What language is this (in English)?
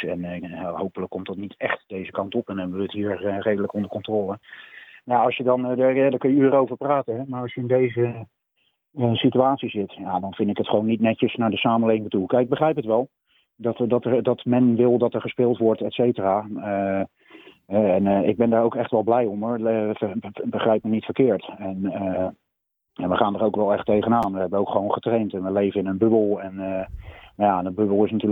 Dutch